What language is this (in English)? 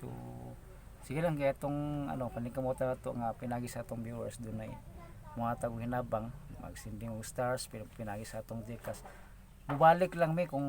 Cebuano